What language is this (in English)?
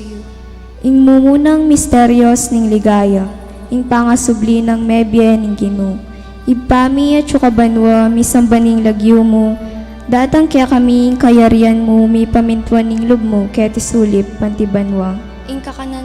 Pampanga